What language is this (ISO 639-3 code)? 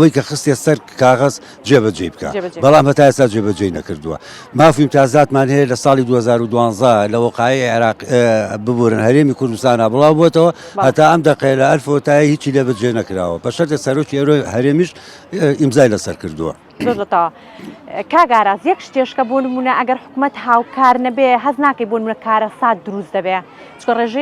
ckb